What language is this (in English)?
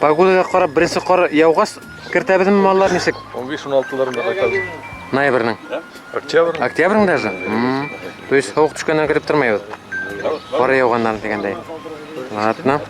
Bashkir